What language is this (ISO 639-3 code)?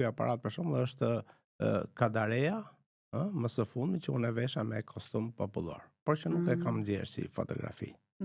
sqi